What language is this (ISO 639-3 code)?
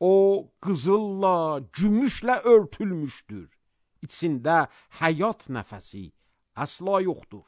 aze